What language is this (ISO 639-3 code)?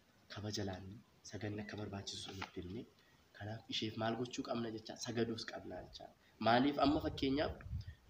orm